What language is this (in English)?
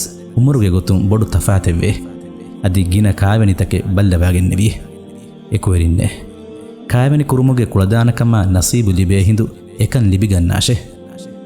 Divehi